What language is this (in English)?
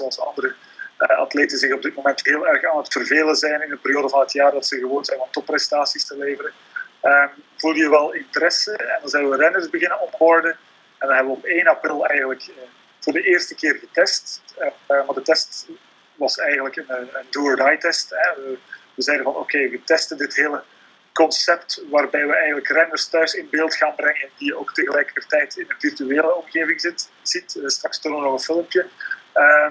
Dutch